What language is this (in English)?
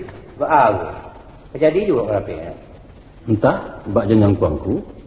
Minangkabau